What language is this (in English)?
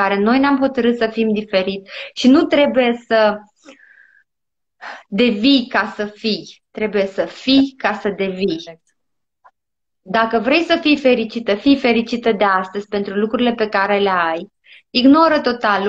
Romanian